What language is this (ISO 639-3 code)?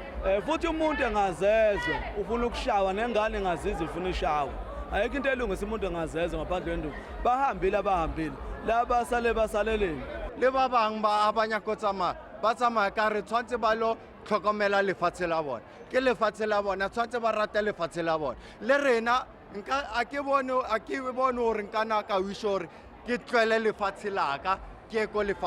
zul